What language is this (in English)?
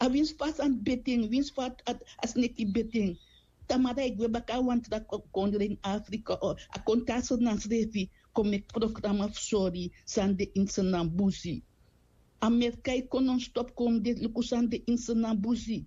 Sranan Tongo